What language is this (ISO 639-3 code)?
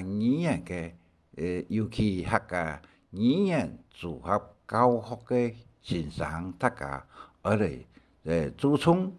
hak